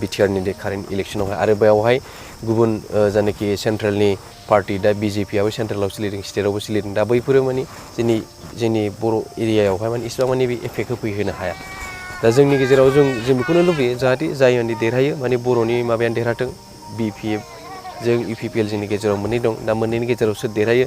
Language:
Bodo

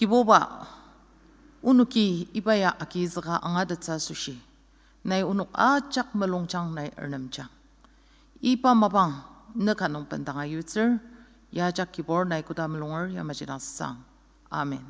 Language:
Ao Naga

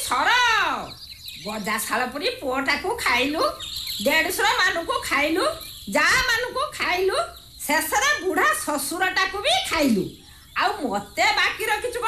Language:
Odia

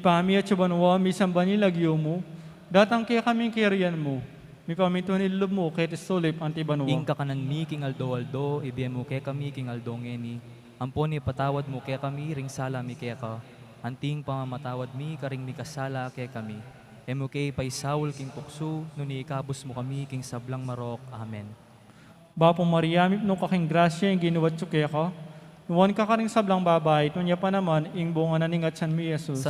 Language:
Pampanga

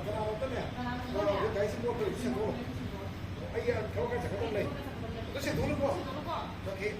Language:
Manipuri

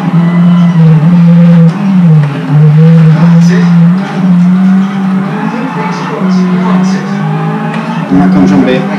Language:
German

